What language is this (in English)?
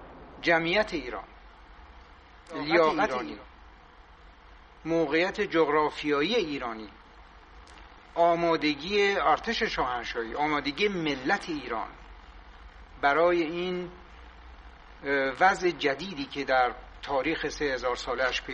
Persian